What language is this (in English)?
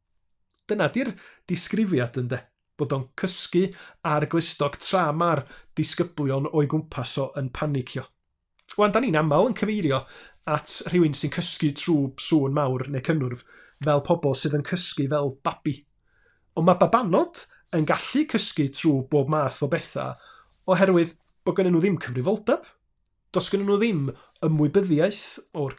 Welsh